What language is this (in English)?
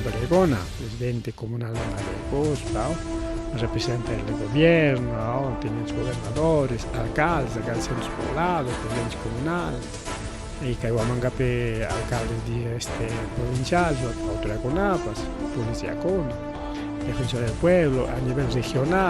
Ayacucho Quechua